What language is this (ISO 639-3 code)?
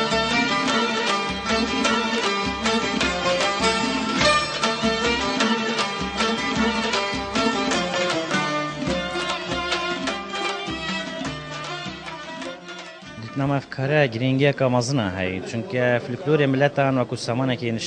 fas